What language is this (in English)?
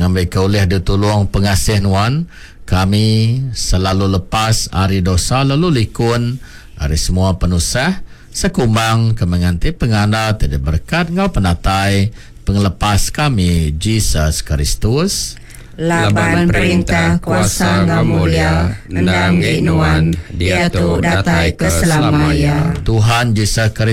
Iban